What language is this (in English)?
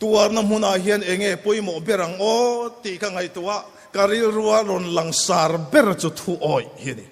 Mizo